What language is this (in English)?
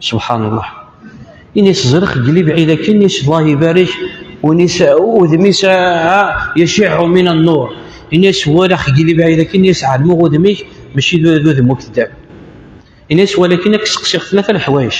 Kabyle